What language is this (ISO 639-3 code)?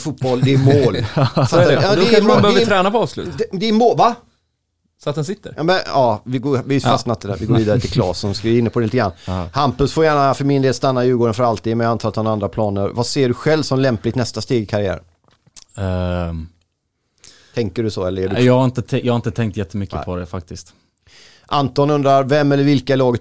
swe